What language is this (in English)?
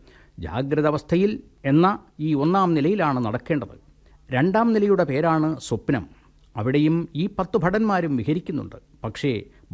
Malayalam